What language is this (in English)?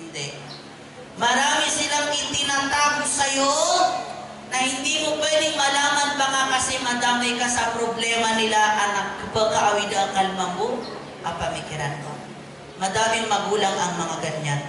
Maranao